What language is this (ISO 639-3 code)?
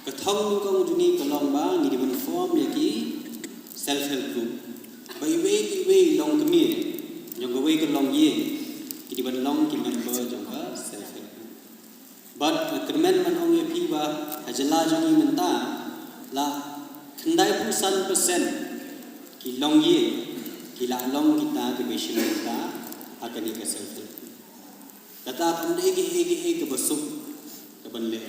kha